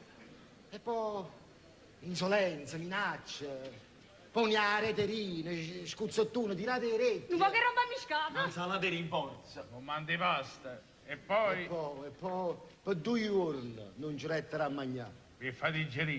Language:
Neapolitan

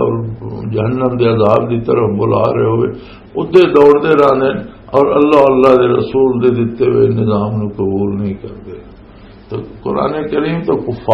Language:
Western Panjabi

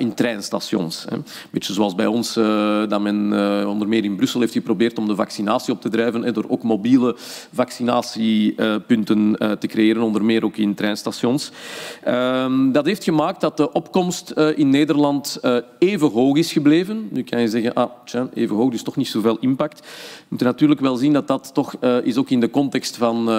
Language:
Dutch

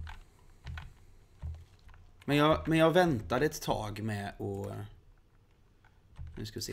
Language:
Swedish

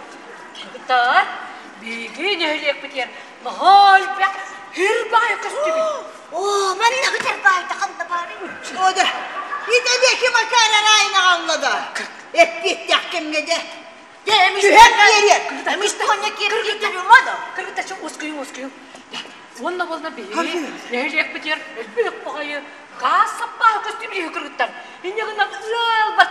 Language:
Yakut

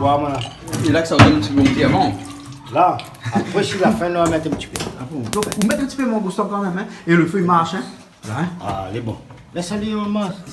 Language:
Réunion Creole French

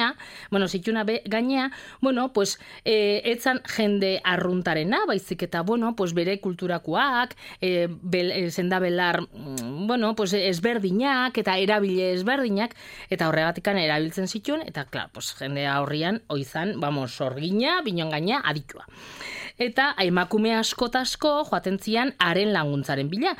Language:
Basque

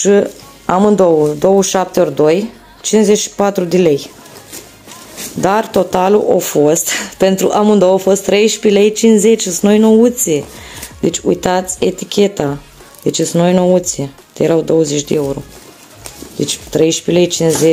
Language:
Romanian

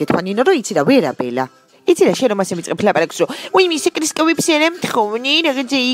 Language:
Georgian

